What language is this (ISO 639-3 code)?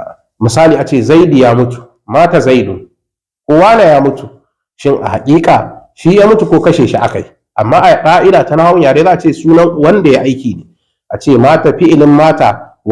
hau